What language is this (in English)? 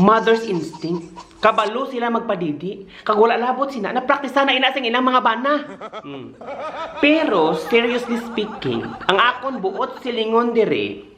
Hiligaynon